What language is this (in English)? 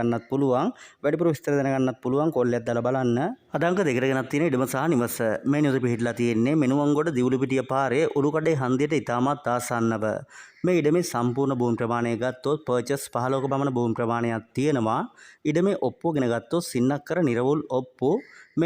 Sinhala